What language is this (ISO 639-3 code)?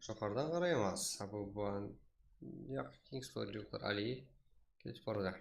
kaa